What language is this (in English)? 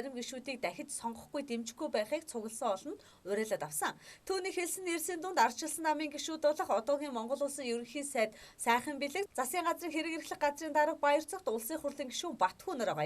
Mongolian